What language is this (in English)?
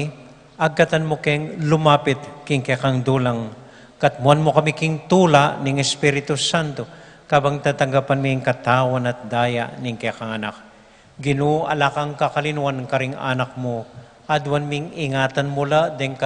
Pampanga